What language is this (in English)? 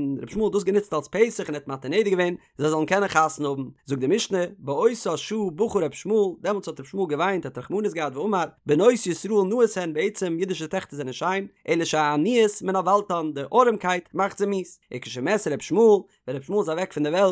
Yiddish